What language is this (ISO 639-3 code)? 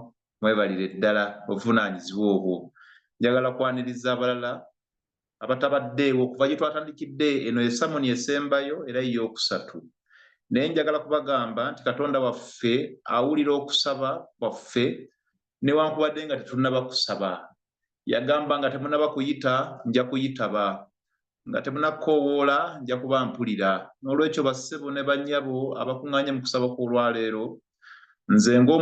lug